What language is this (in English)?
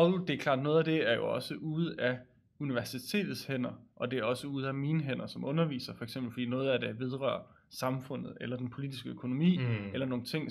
Danish